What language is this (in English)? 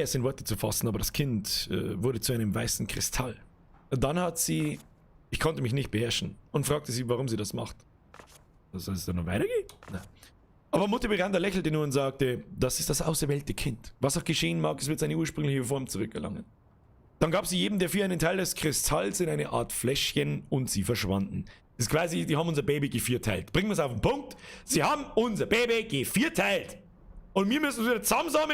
Bavarian